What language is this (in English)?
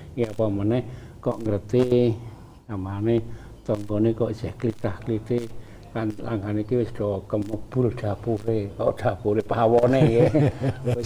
Javanese